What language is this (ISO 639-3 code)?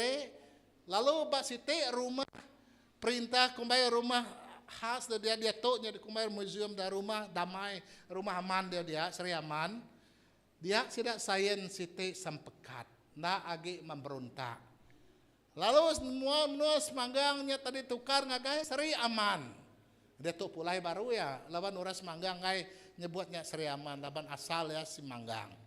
iba